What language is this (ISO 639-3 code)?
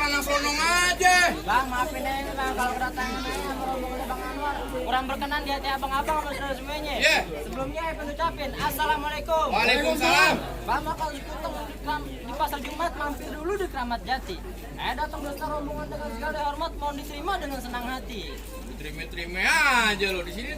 bew